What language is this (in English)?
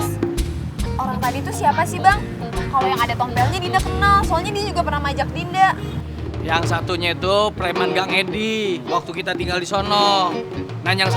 Betawi